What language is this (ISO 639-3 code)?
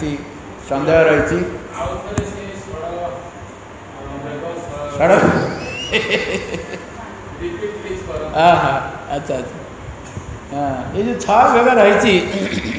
ori